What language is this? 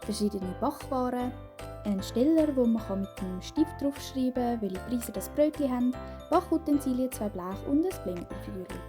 Swiss German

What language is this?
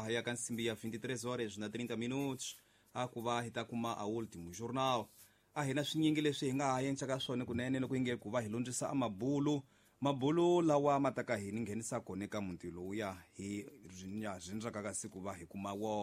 Tsonga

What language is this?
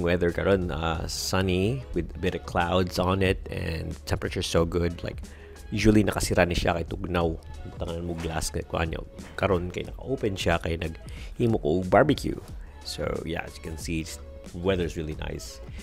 Cebuano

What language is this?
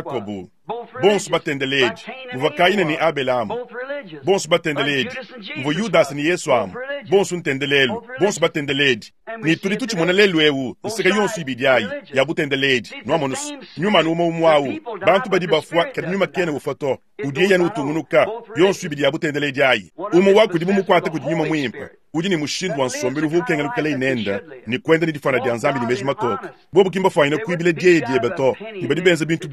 Luba-Lulua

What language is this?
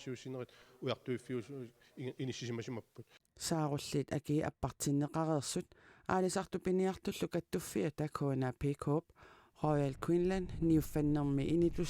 Kalaallisut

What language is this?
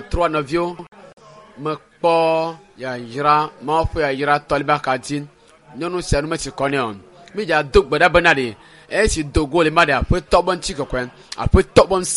Ewe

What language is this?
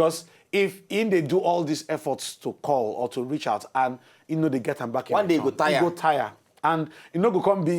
Nigerian Pidgin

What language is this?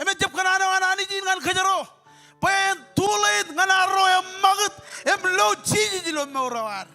Marshallese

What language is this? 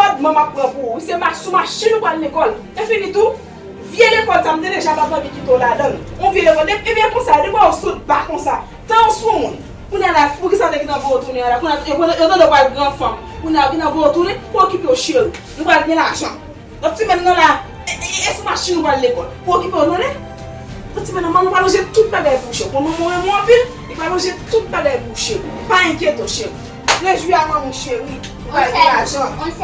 Haitian Creole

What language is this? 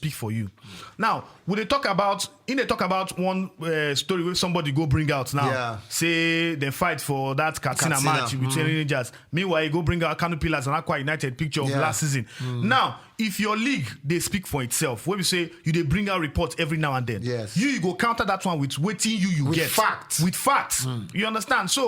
Nigerian Pidgin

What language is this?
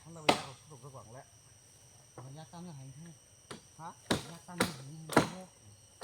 Kok Borok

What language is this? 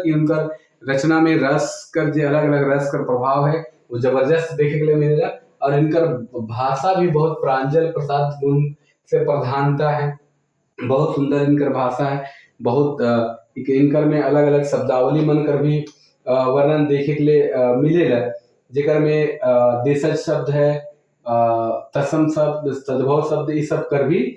Sadri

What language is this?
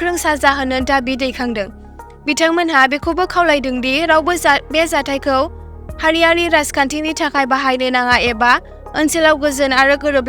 Bodo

